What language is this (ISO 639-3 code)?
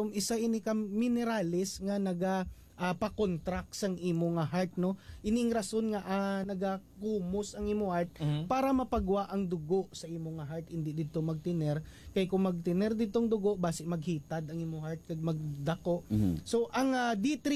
hil